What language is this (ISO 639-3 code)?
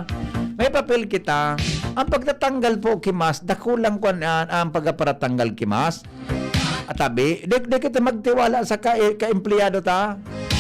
bik